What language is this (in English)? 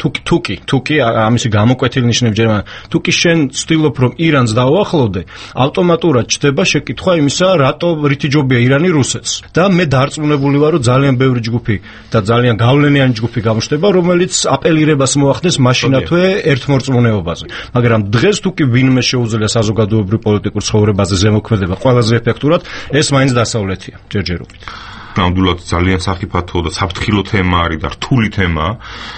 Georgian